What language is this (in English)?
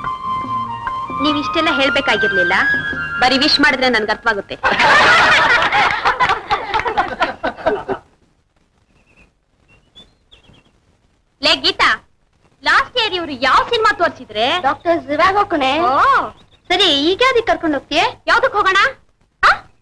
Kannada